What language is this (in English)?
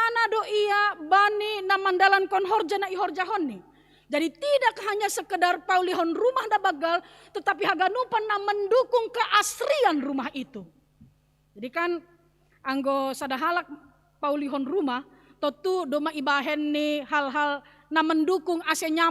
Batak Simalungun